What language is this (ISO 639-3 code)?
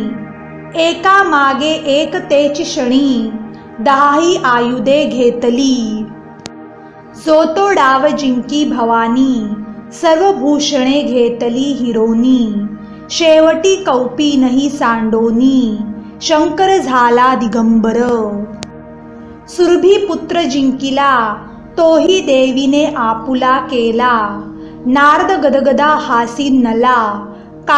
mar